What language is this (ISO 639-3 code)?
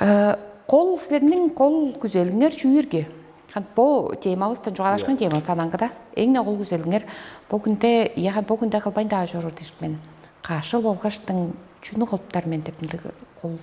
tyv